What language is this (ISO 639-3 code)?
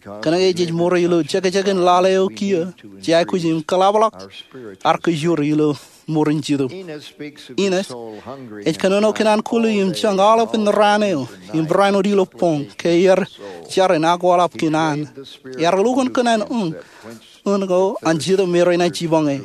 mah